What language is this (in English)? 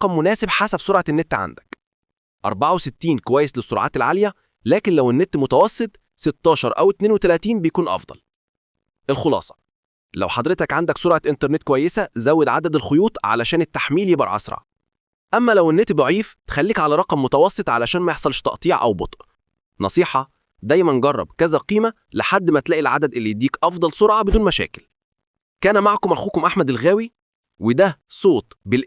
Egyptian Arabic